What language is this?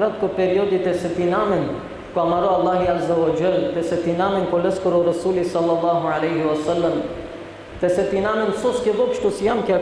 Balkan Romani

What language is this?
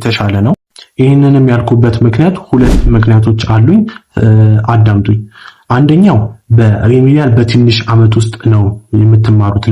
Amharic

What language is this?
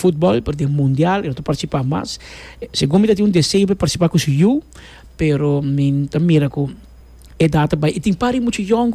Papiamento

